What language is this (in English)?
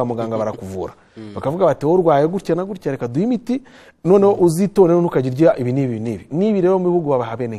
Kinyarwanda